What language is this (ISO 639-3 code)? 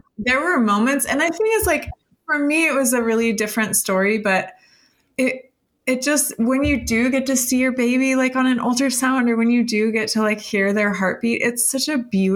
eng